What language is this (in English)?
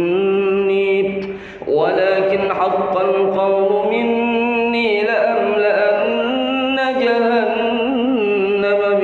Arabic